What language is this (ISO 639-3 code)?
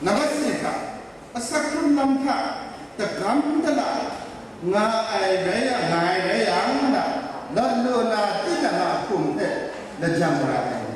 kac